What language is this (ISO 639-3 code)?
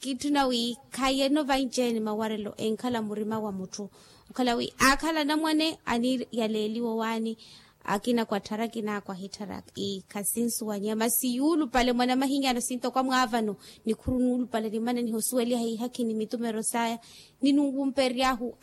vmw